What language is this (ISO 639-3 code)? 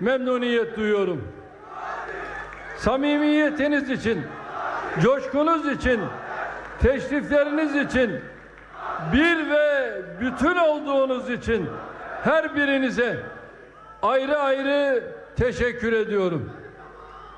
tur